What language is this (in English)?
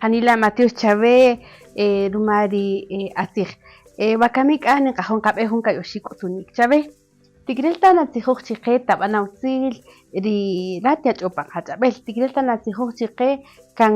Kaqchikel